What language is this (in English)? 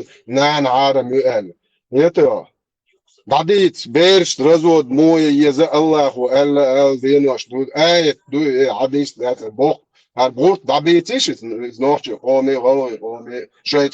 Chechen